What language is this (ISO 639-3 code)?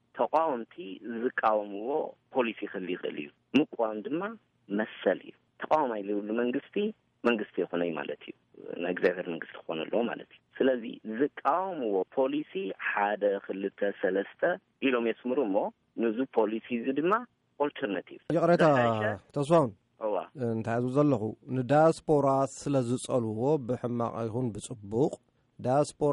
tir